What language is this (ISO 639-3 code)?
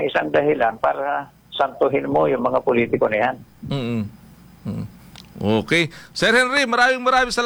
fil